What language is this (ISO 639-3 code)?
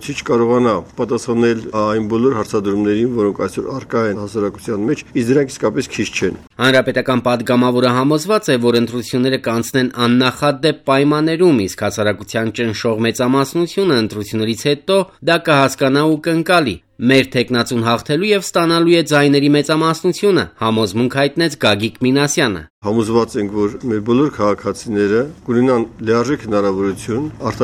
hye